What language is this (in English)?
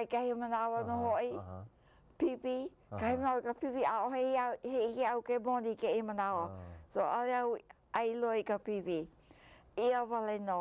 Hawaiian